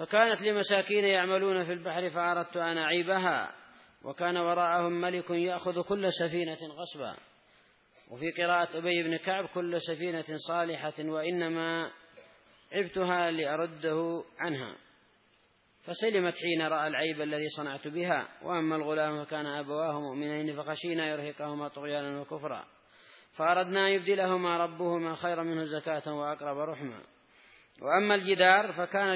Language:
Arabic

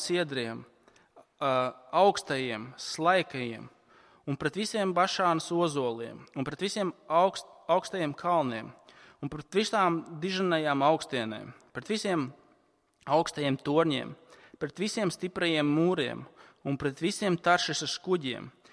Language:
Latvian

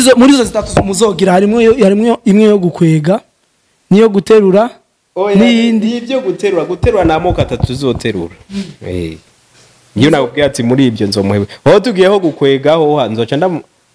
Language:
Rundi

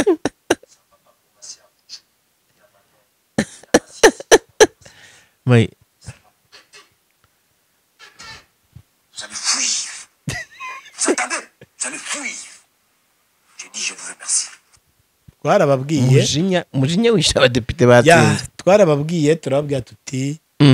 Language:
Kinyarwanda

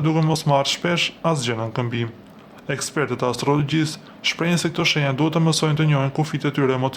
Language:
Albanian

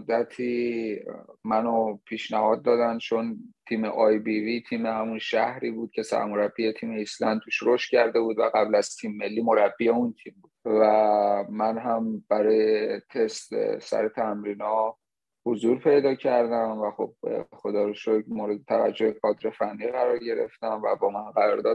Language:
Persian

